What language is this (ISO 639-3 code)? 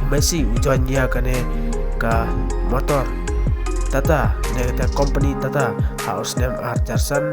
kha